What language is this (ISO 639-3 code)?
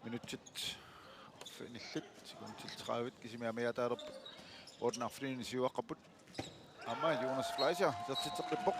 kal